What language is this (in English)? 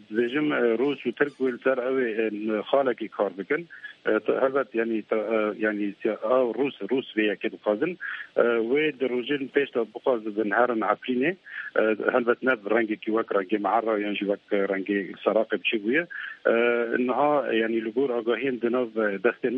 Kurdish